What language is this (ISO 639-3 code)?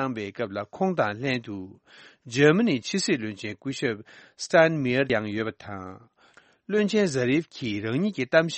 bod